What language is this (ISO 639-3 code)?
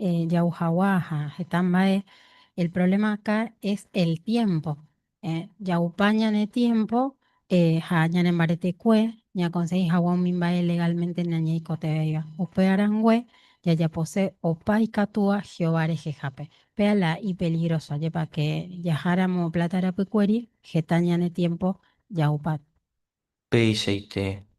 grn